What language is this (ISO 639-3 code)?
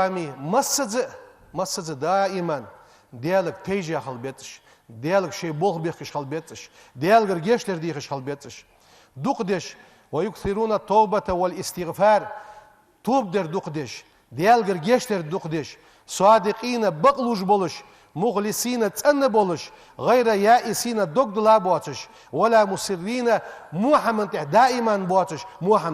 inh